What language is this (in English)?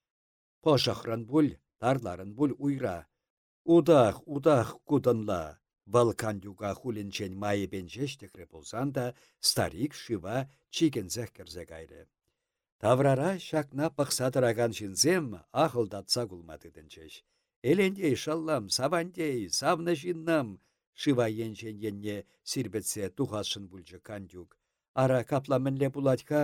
Chuvash